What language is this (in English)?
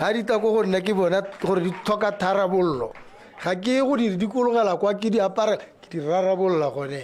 Tswana